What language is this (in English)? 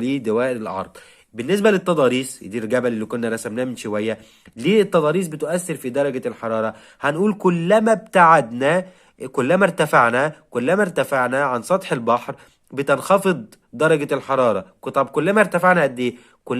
Egyptian Arabic